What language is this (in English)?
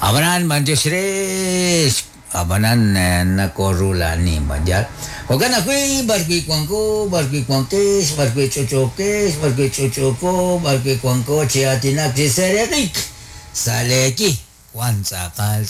Kekchí